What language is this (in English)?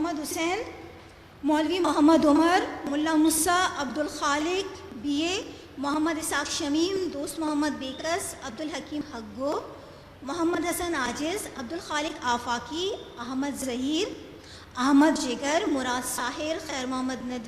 Eastern Balochi